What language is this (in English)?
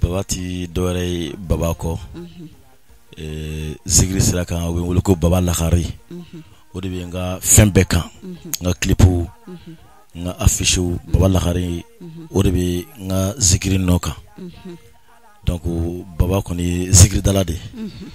Bambara